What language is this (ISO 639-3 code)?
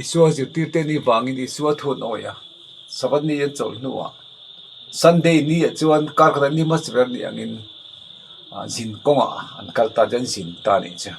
lus